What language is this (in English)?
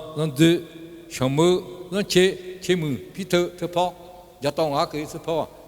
Akha